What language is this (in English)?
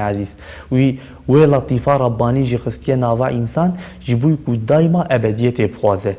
Kurdish